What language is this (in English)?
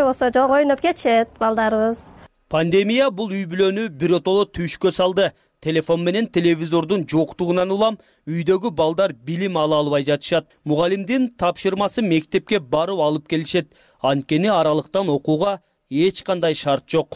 Kyrgyz